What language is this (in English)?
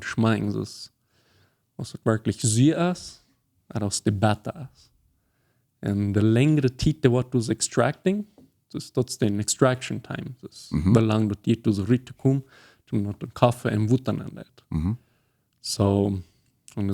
Plautdietsch